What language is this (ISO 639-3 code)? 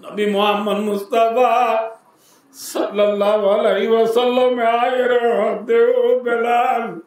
rhg